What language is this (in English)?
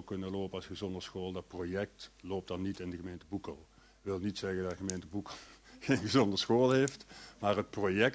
Dutch